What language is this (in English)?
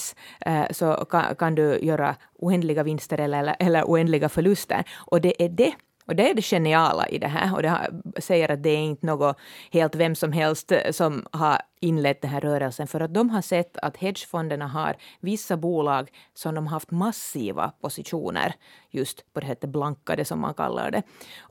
Swedish